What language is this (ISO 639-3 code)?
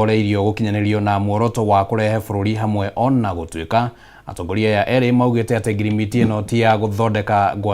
kik